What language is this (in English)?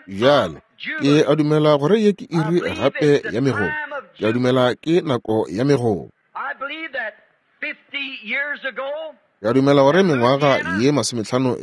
Northern Sotho